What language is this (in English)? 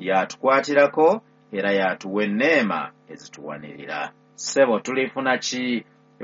Ganda